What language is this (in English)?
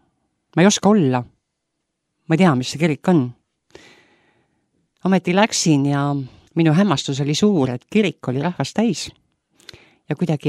Estonian